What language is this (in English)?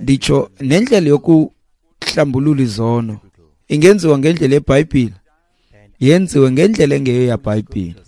Xhosa